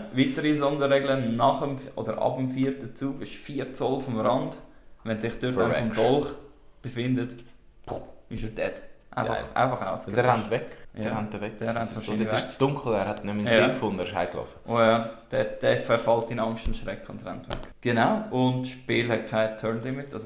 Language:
Swiss German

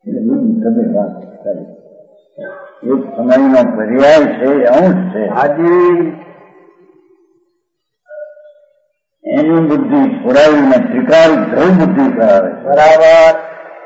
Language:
Gujarati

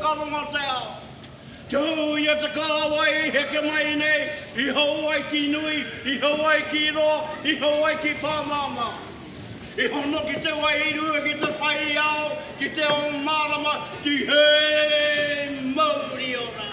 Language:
Māori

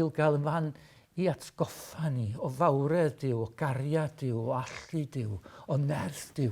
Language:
Welsh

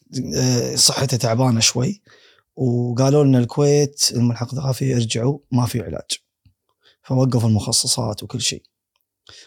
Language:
Gulf Arabic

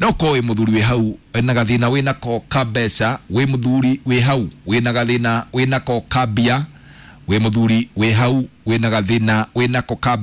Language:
Kikuyu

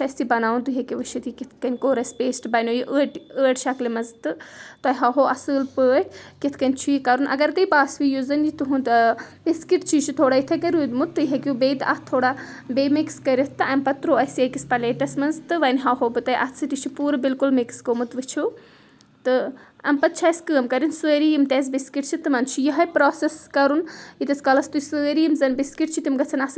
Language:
Kashmiri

